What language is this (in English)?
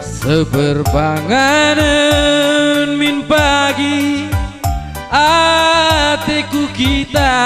Batak Karo